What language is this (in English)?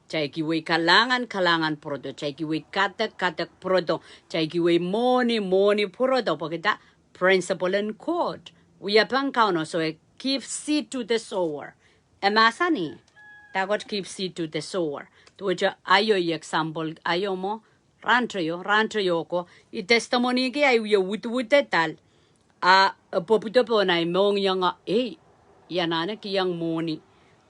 Pohnpeian